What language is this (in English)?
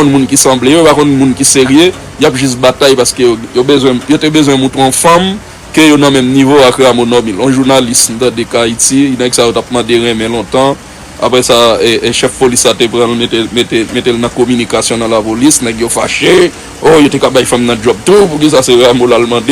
Haitian Creole